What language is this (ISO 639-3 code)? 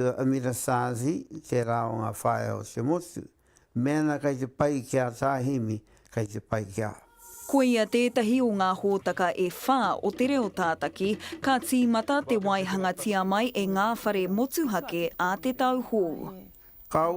mri